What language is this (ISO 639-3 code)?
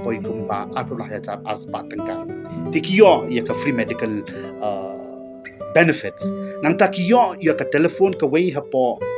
kha